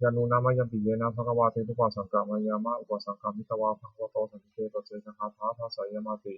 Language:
Pali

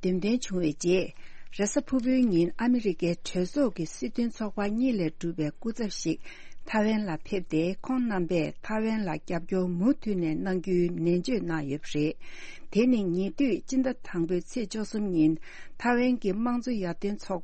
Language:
Tibetan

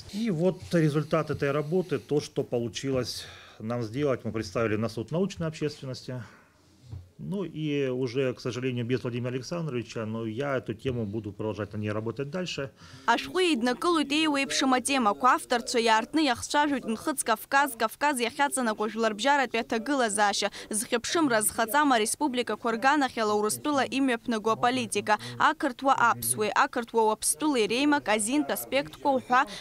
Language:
Abkhazian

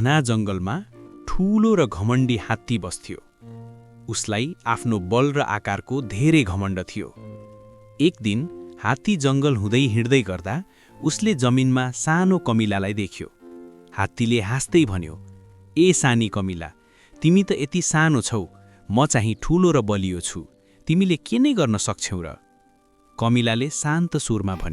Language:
Nepali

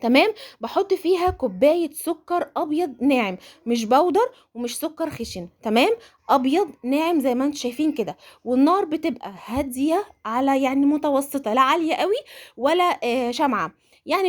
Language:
Egyptian Arabic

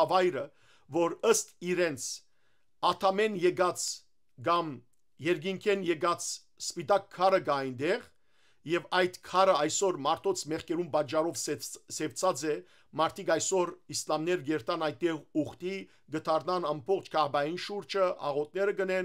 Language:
Western Armenian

